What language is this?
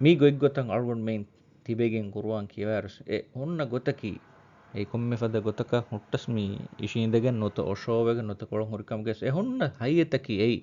Divehi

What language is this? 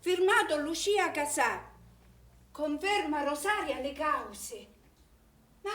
Sicilian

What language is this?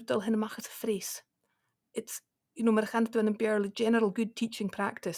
Scottish Gaelic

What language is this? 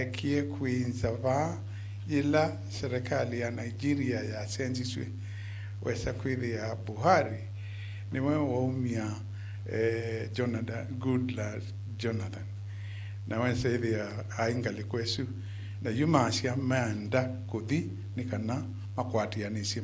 Kamba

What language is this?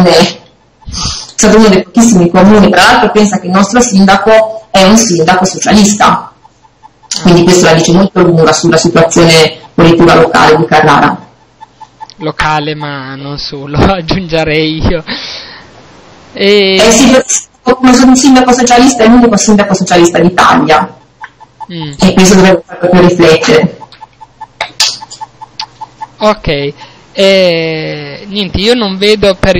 Italian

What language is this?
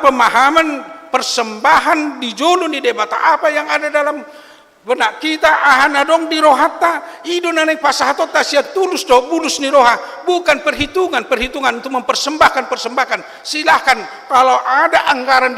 Batak Toba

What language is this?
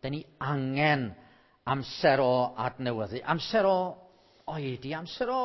Welsh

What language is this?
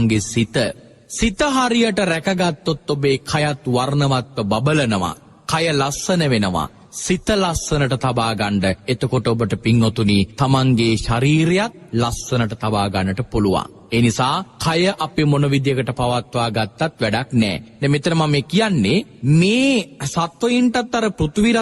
Sinhala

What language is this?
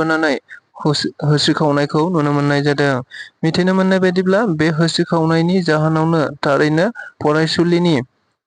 Bodo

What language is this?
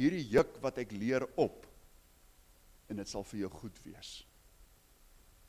Afrikaans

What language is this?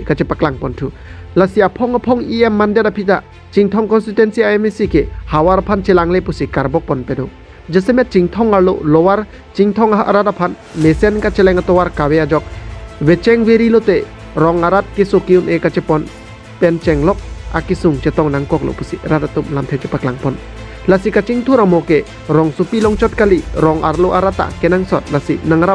Karbi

